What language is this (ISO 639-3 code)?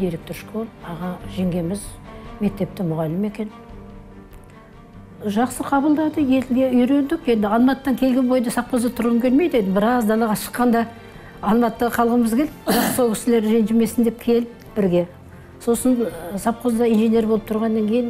kaz